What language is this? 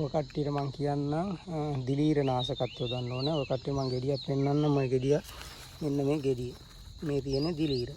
Sinhala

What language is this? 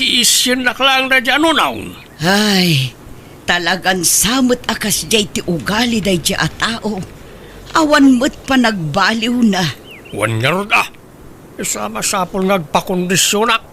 Iloko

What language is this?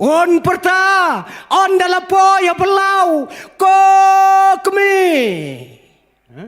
Khasi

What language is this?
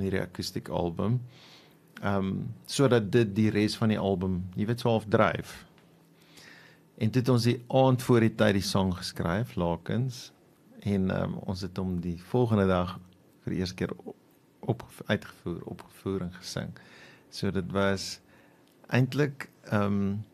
Afrikaans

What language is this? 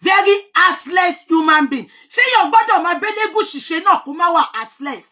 Yoruba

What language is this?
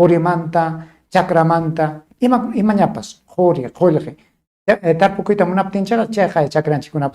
Ayacucho Quechua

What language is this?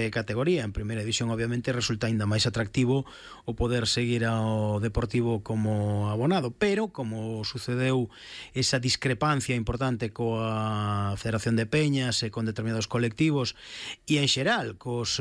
Galician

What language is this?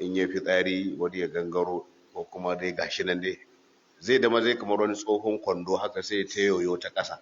Hausa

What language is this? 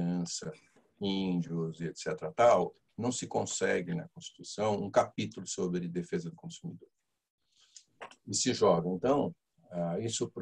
Portuguese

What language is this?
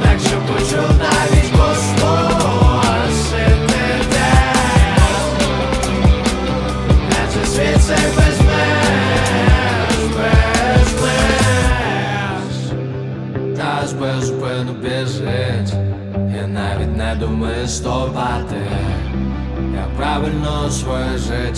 Ukrainian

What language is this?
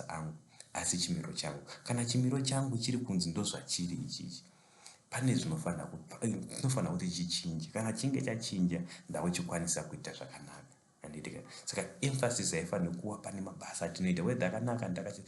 Shona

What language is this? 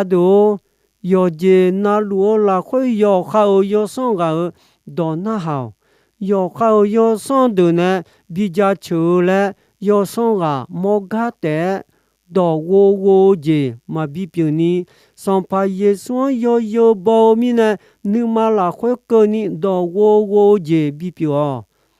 Akha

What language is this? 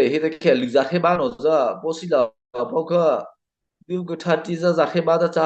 Mara Chin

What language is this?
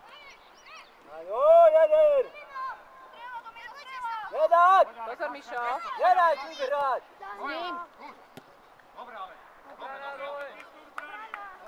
Slovak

